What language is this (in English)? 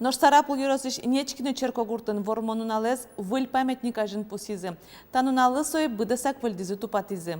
Udmurt